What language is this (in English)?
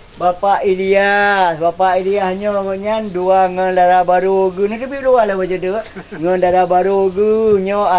Achinese